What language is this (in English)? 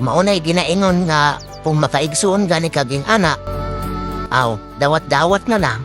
Cebuano